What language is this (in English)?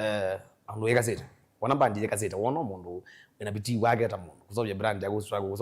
Kamba